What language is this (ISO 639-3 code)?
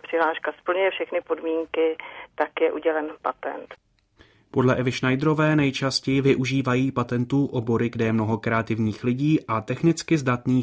ces